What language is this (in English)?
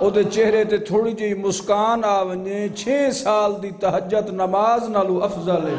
Saraiki